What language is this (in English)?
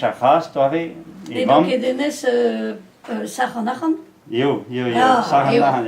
Breton